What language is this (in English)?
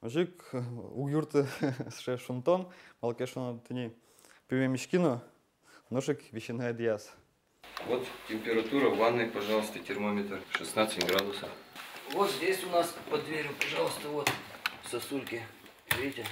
Udmurt